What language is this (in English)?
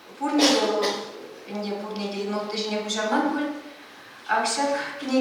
Chuvash